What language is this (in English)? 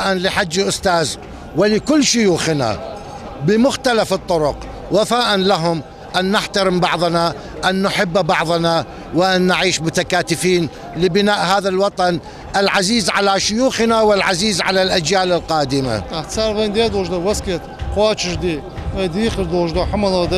Ingush